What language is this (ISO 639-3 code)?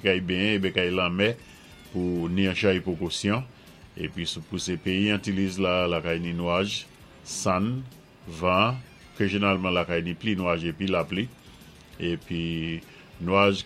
acf